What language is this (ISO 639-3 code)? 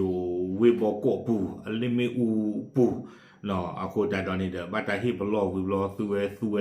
ksw